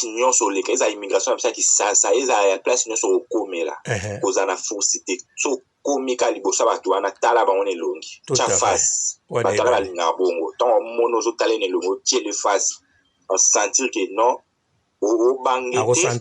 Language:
Lingala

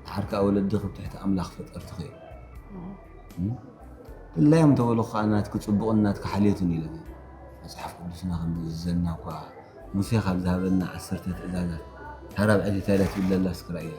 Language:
Tigrinya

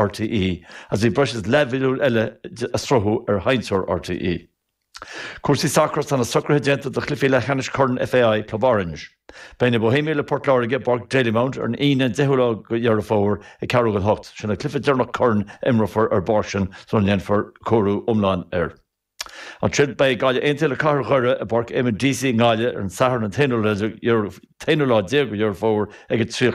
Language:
Irish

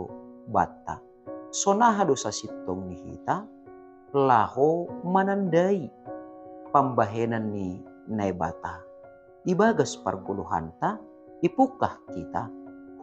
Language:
Batak Simalungun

